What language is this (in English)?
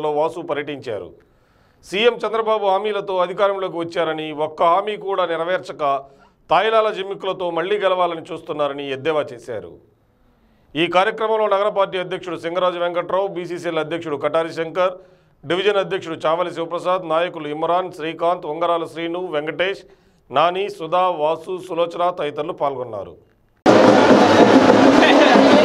Telugu